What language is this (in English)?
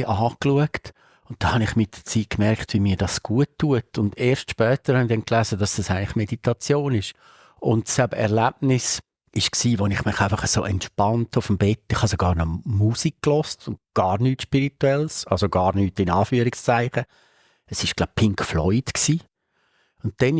Swiss German